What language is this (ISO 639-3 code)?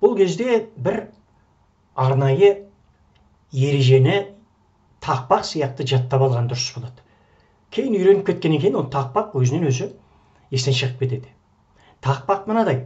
kaz